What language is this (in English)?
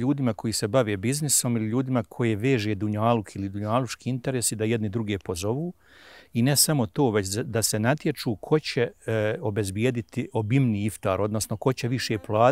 Bosnian